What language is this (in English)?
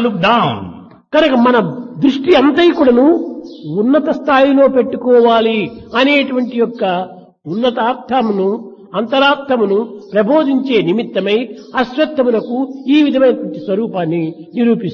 Telugu